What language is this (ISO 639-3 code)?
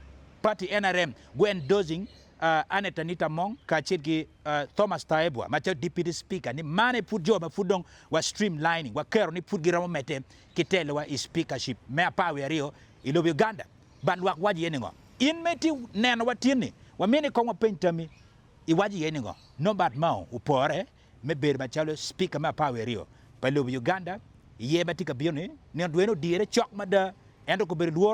ach